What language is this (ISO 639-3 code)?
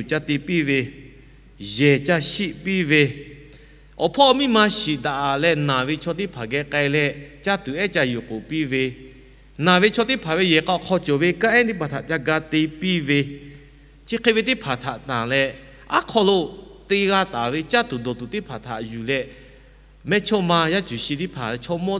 lhu